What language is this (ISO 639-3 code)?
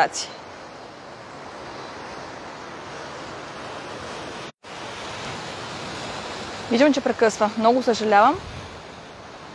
bul